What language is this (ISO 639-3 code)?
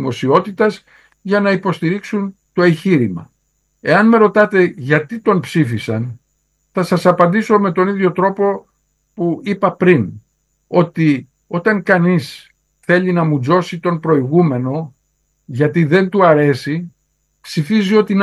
ell